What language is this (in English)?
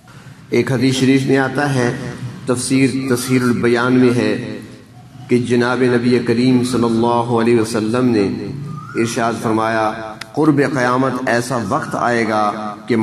Urdu